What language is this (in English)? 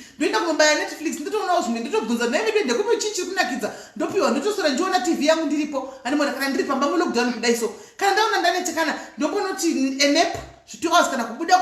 Shona